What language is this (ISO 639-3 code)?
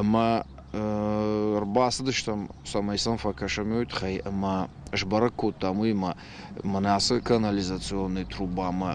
oss